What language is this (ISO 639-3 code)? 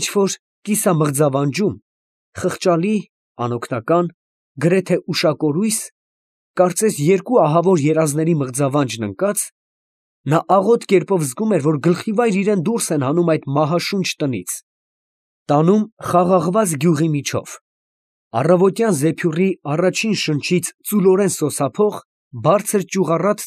hye